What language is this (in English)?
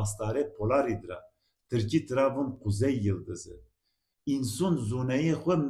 Zaza